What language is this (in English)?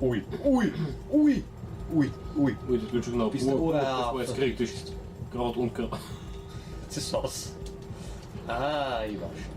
Bavarian